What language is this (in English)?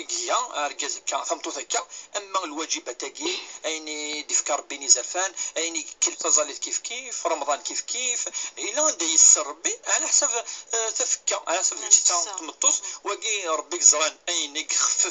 Kabyle